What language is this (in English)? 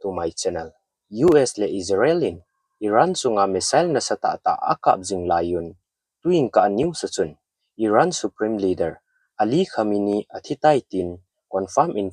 Thado Chin